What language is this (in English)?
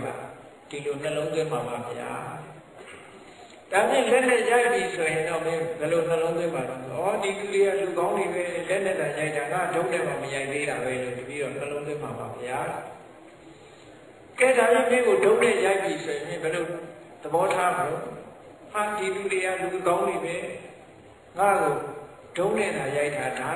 Burmese